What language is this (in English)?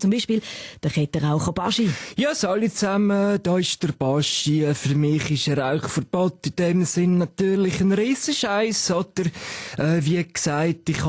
Swiss German